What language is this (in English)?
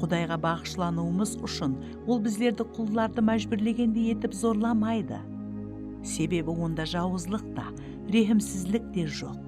Kara-Kalpak